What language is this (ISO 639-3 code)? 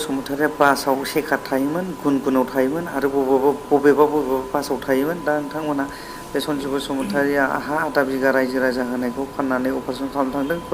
brx